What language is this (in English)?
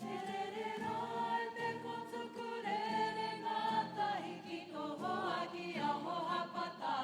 Māori